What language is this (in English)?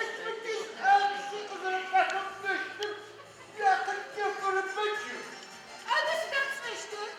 Adyghe